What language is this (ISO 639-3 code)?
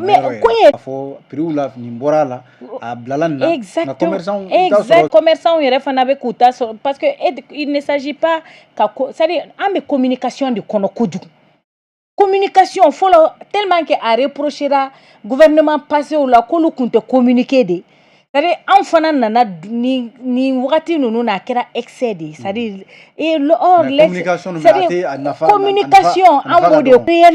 bam